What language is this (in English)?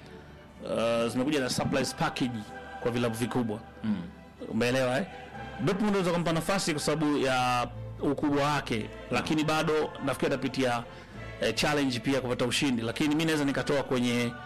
Swahili